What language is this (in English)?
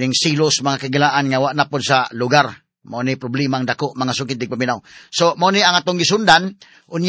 Cebuano